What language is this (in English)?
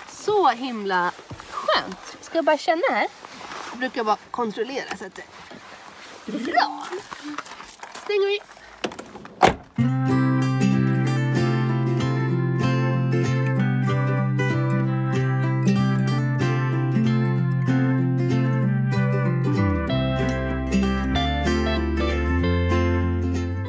Swedish